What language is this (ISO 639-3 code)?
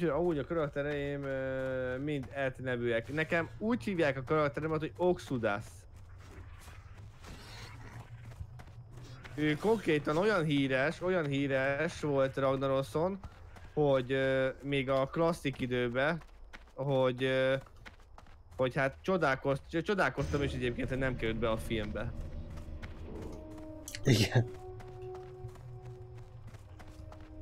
hun